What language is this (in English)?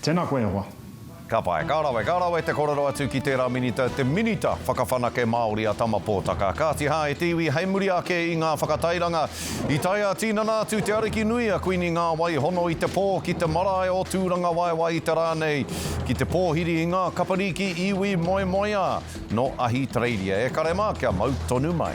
Māori